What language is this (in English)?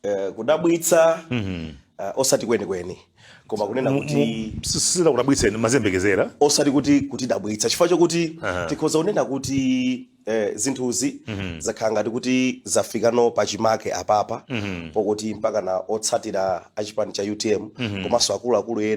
Nyanja